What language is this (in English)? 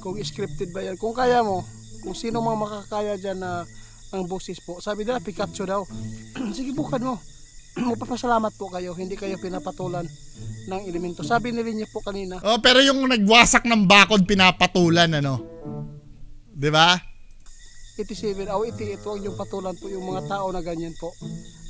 Filipino